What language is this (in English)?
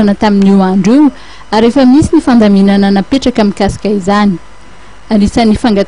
Malagasy